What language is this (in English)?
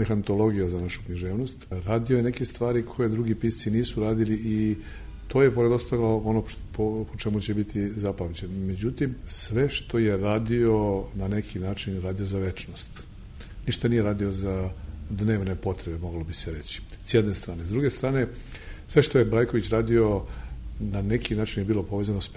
Serbian